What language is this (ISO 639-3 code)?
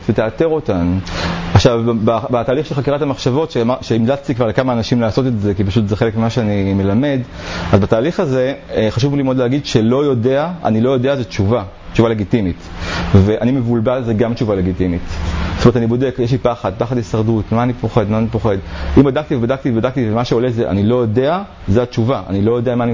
heb